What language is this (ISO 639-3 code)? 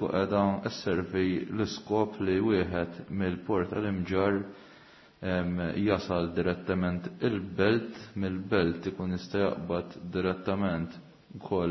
mlt